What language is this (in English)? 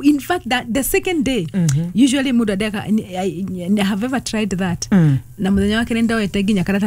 Kikuyu